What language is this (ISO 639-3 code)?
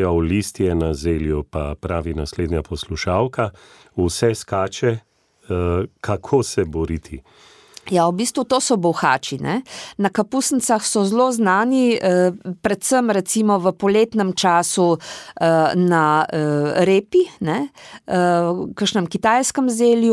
slv